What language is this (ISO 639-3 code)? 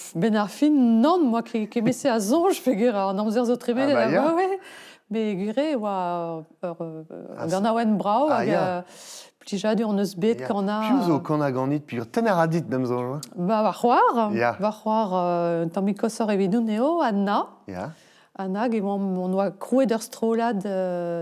bre